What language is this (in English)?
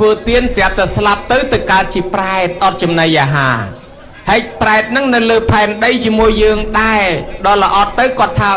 Khmer